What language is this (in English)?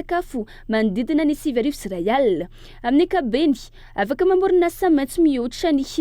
Malagasy